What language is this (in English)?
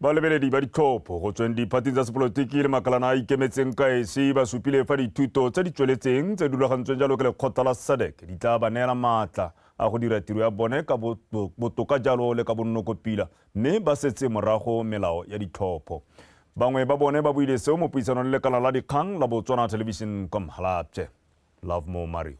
Tswana